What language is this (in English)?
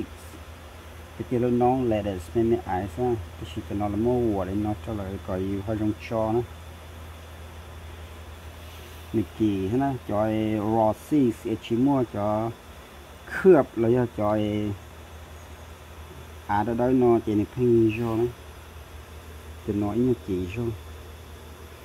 Vietnamese